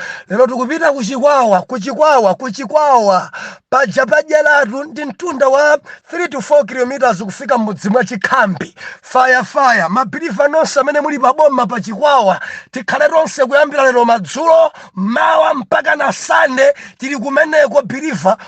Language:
Nyanja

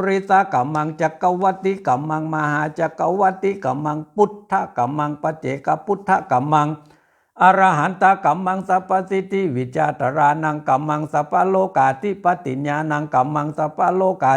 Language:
Pali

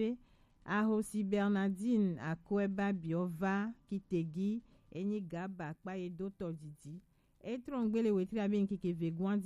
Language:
Gen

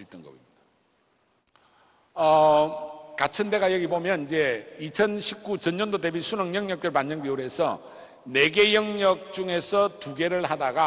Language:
Korean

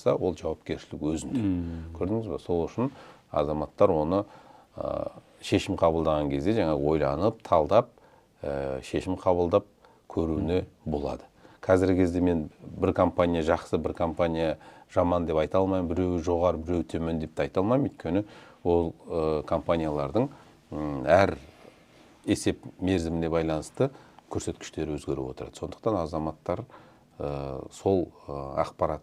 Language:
Kazakh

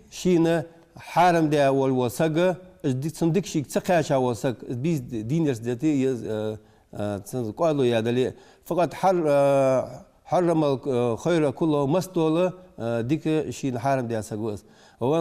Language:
Ingush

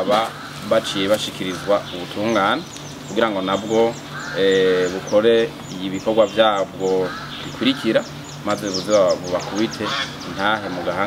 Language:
Rundi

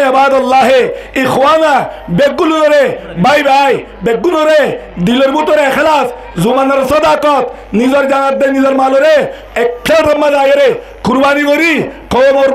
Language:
Rohingya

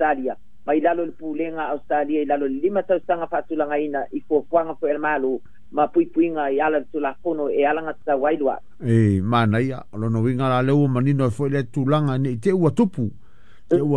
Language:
Samoan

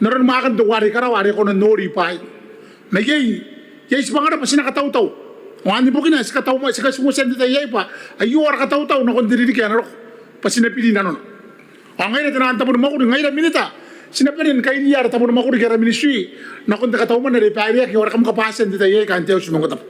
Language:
Gilbertese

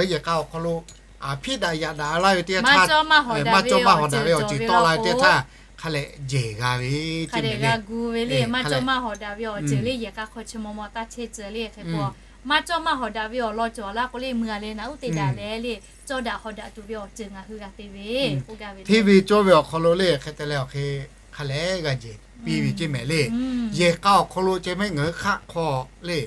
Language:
Lahu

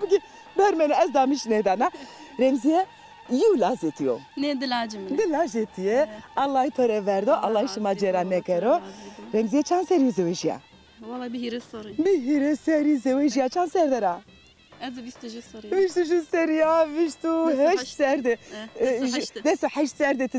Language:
Zaza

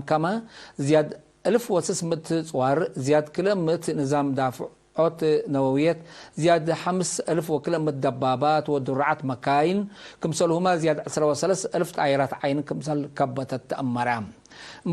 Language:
Tigre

